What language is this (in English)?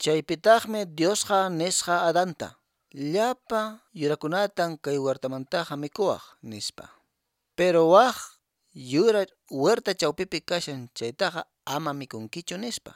Quechua